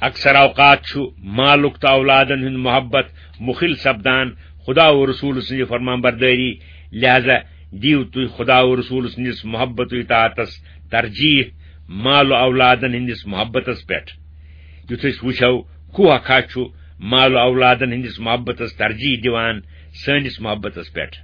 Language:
Kashmiri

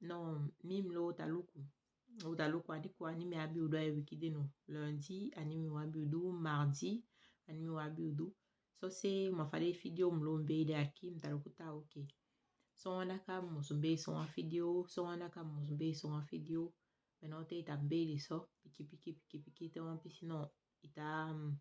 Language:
Saramaccan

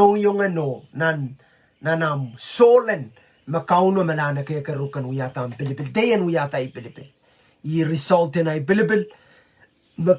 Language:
Pohnpeian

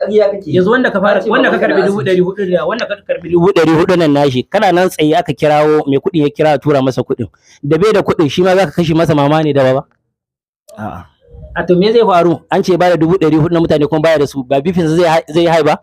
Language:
Hausa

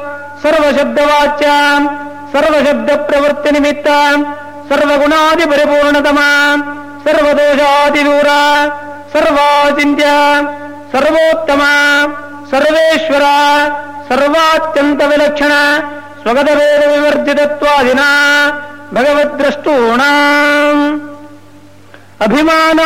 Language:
Sanskrit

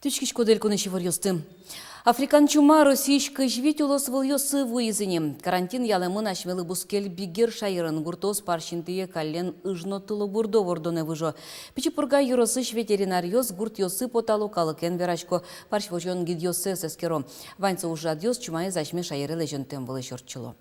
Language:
Udmurt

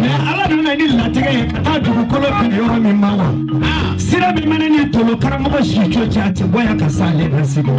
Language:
Bambara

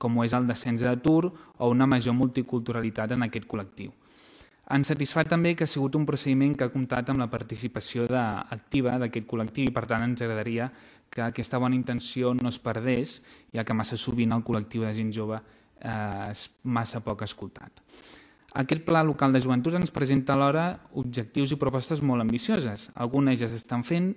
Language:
Catalan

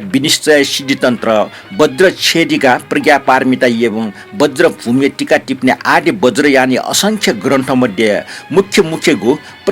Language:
Newari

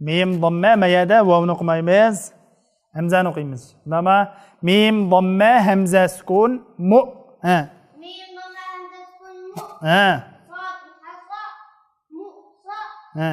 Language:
Uyghur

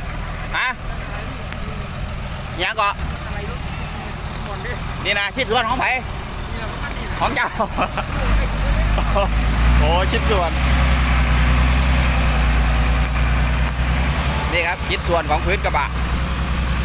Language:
Thai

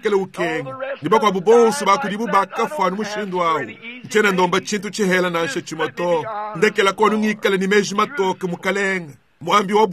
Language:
Luba-Lulua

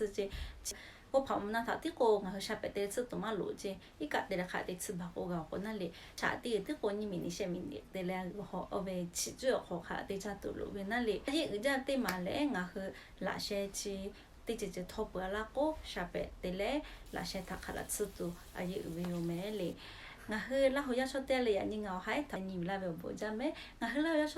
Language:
Lahu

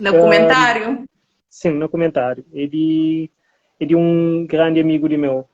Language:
Kabuverdianu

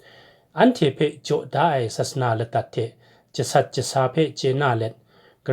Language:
Kachin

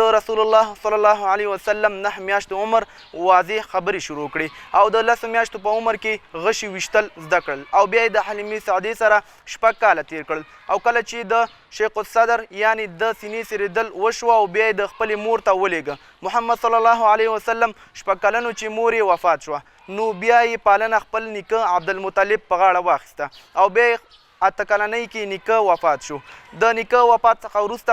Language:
Pashto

